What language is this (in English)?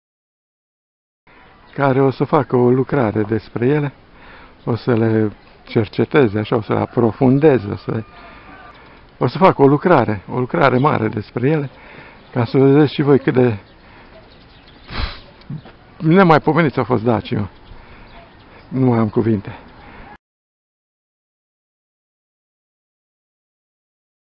Romanian